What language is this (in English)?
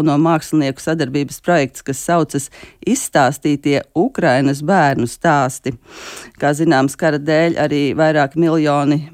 Latvian